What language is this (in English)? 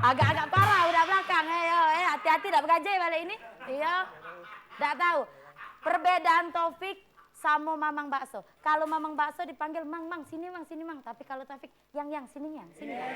Musi